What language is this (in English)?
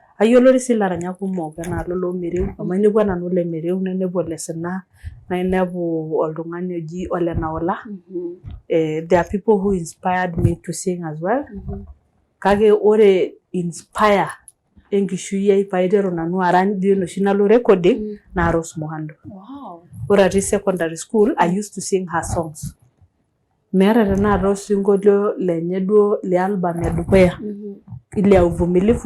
Masai